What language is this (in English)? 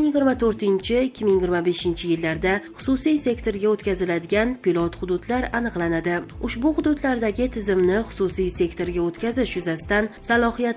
Uzbek